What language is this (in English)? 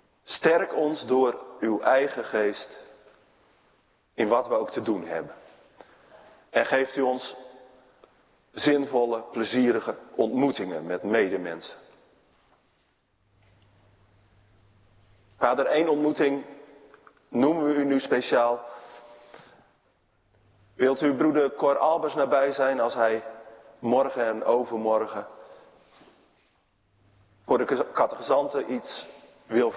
Dutch